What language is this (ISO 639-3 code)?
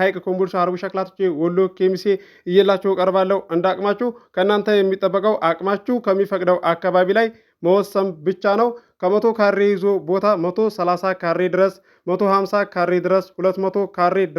amh